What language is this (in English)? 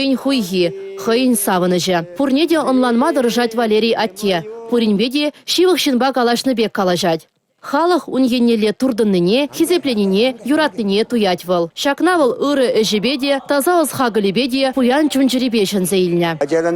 Chuvash